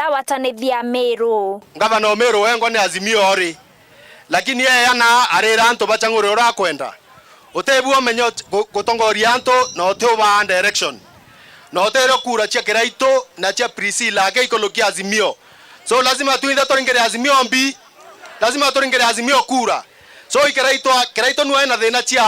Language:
Meru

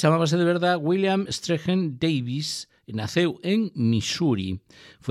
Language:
Galician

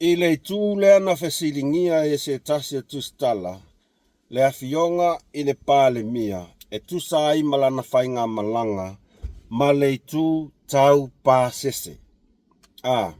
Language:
Samoan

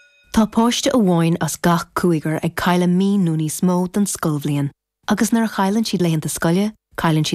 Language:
Irish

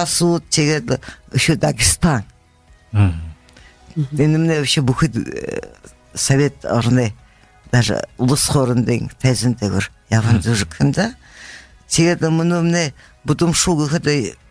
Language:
Buriat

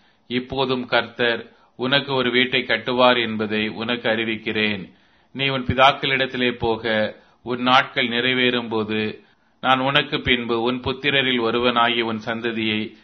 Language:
Tamil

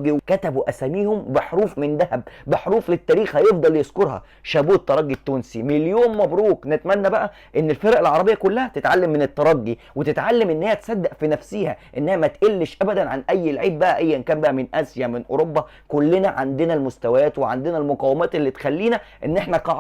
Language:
Egyptian Arabic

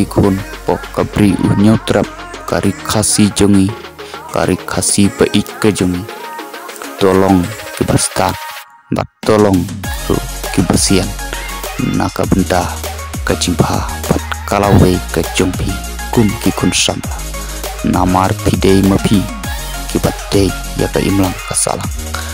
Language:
Khasi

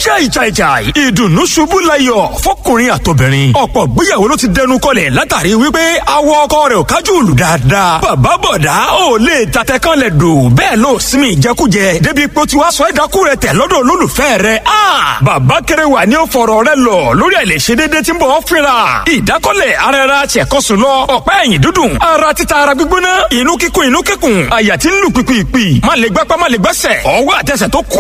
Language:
Yoruba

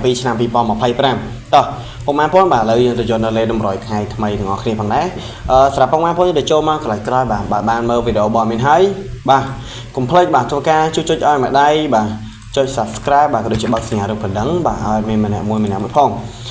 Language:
Khmer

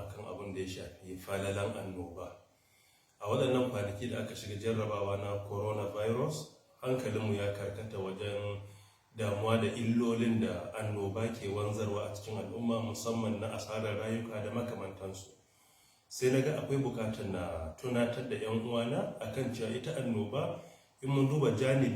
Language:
Hausa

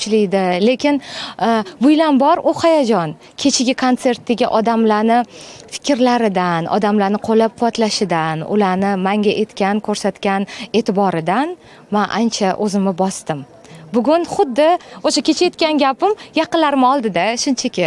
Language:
Uzbek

